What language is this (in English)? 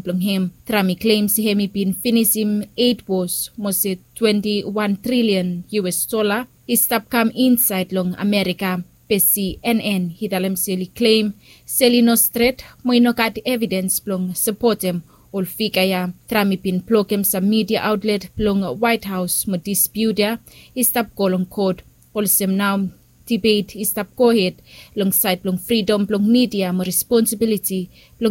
Bislama